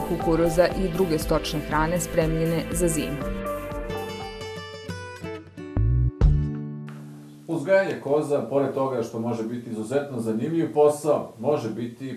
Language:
Serbian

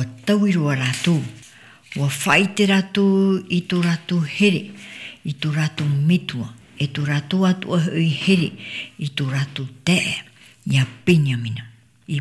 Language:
Tahitian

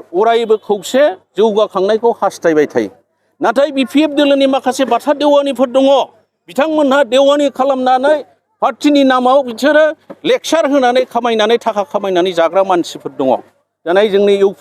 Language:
Bodo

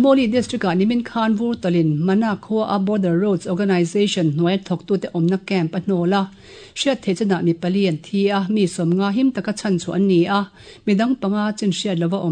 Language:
Mizo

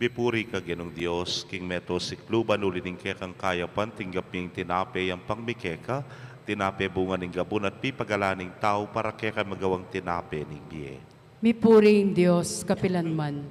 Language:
Pampanga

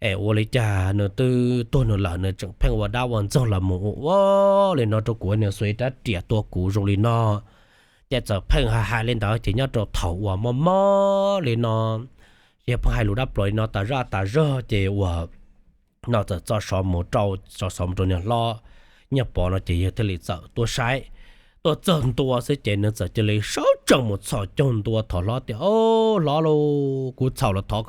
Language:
Hmong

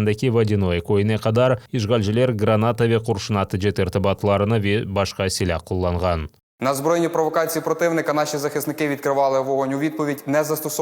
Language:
Crimean Tatar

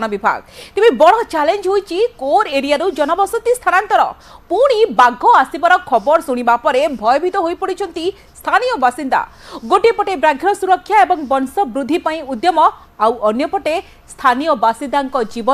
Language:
Odia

